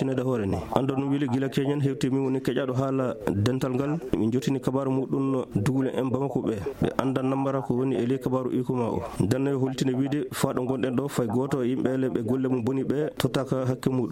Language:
Maasina Fulfulde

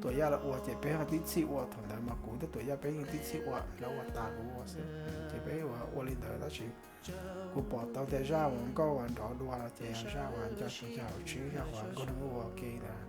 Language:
Hmong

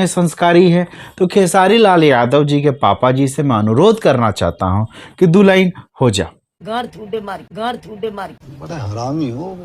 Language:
Bhojpuri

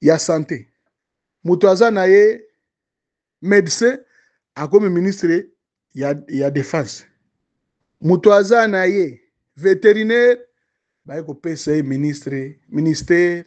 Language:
Lingala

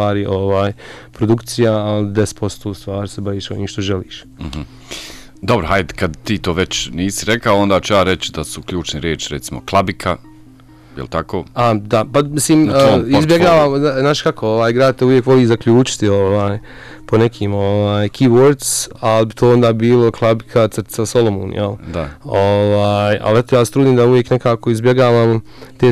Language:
Bosnian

